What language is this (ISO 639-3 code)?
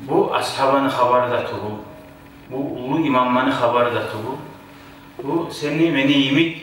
kum